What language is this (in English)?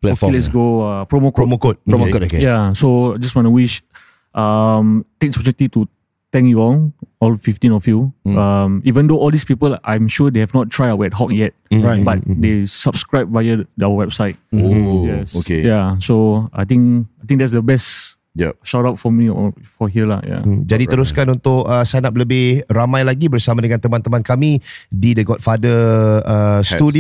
Malay